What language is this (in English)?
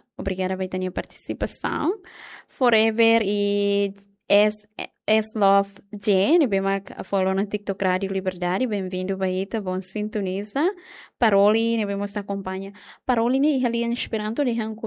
Tetum